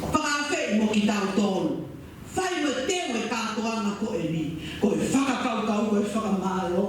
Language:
Tongan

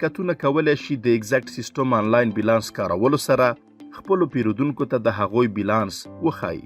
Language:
Pashto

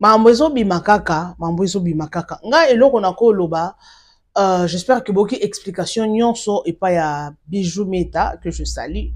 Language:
Lingala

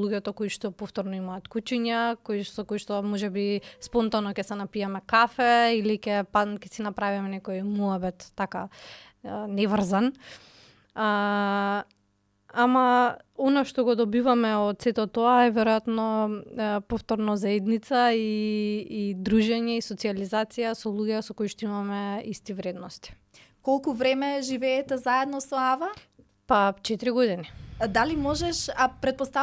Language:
Macedonian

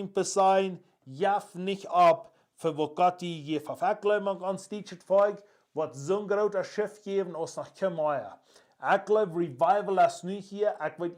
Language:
Plautdietsch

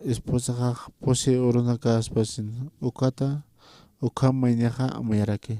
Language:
Aymara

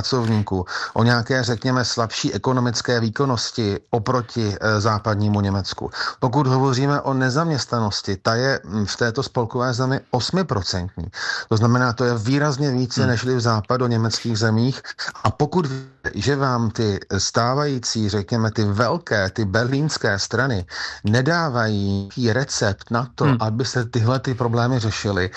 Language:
Czech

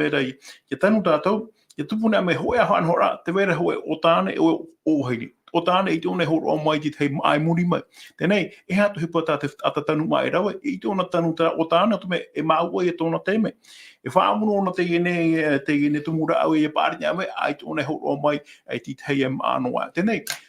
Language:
Tahitian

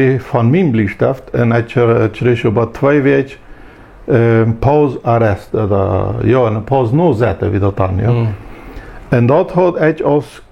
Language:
Plautdietsch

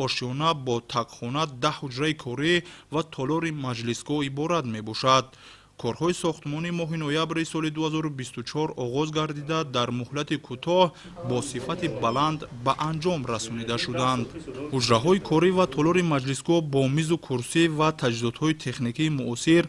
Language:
Tajik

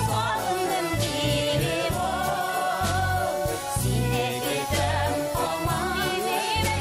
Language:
Tatar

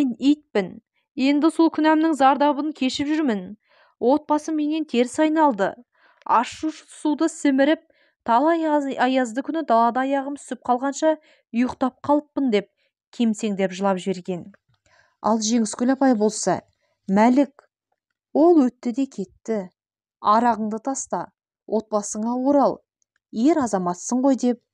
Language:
Kazakh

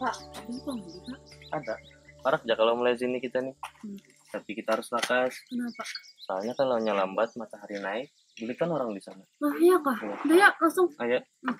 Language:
Banjar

